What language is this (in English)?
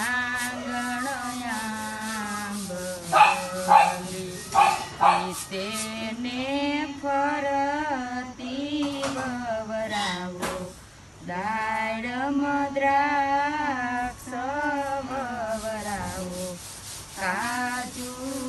Gujarati